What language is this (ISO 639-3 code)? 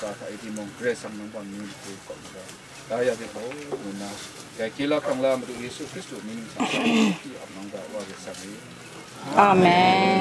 kac